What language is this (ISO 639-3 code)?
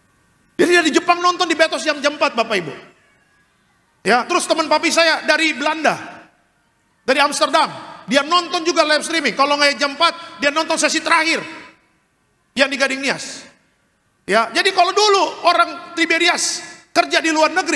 ind